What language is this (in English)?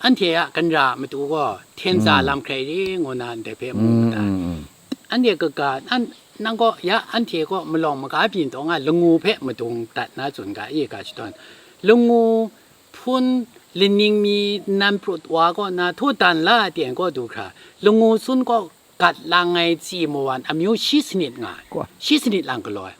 Kachin